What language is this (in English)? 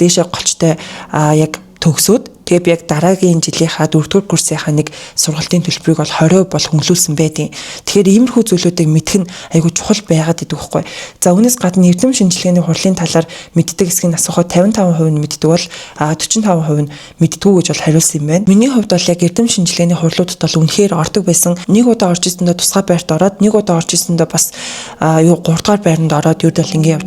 Mongolian